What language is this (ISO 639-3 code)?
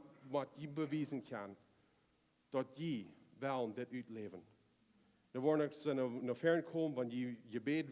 pdt